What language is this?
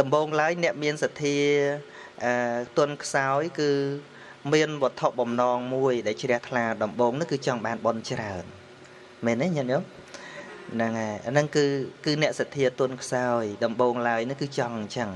Khmer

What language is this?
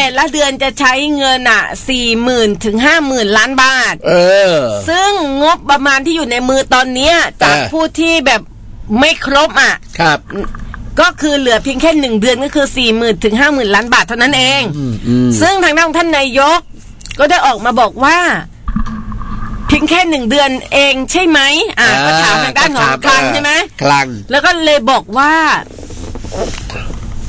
Thai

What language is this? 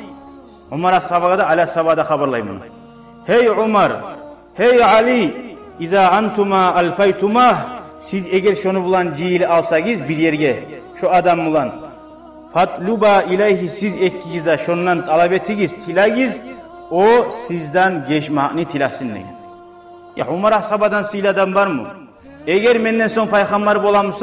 Kumyk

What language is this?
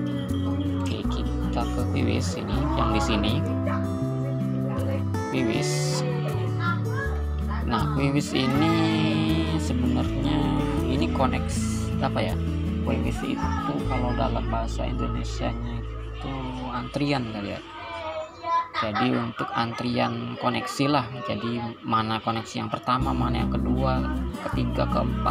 Indonesian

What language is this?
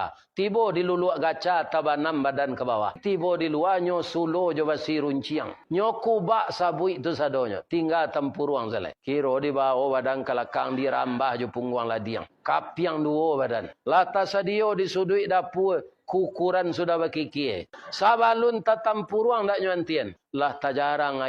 Minangkabau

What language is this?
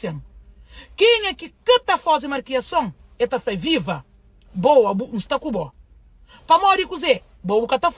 Kabuverdianu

